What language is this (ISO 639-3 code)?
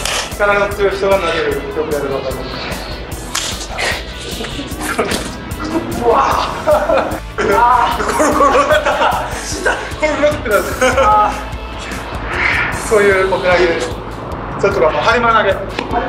jpn